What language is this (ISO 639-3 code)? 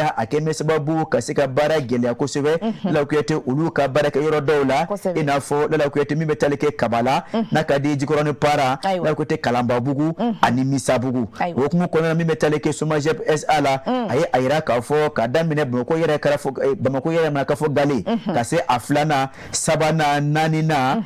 bam